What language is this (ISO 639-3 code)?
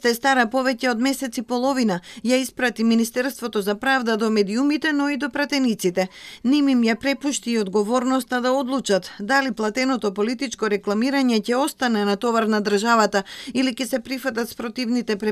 mkd